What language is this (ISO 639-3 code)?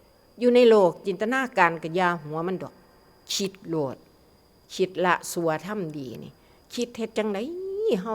tts